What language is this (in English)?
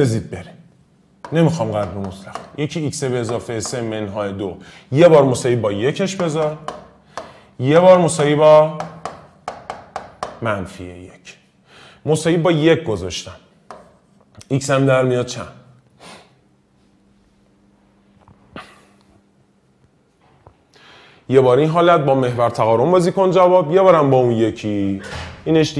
Persian